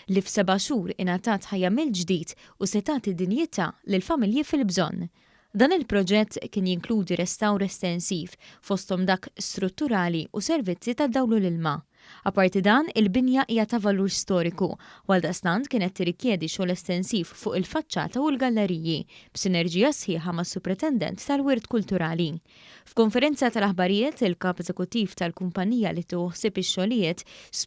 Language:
Maltese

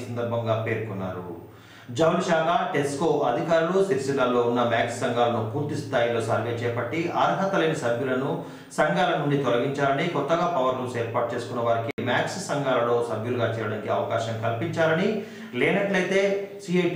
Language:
Telugu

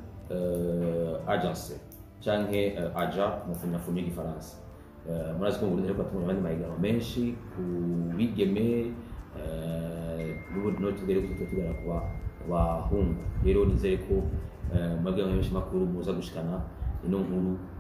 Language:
Rundi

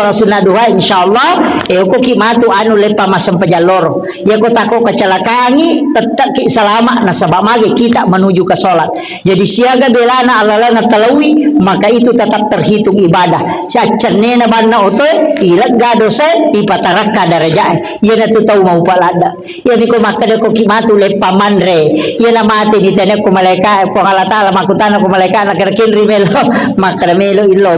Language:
Buginese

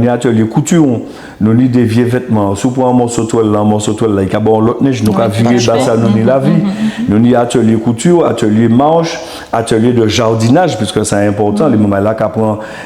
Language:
Guadeloupean Creole French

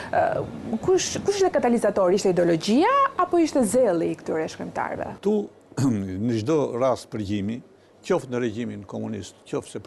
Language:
Albanian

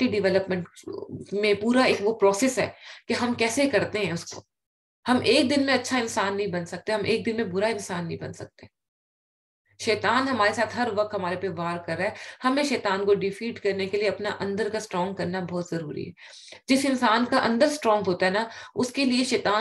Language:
Urdu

